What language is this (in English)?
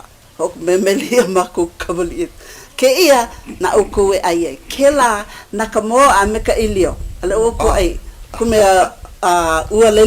Hawaiian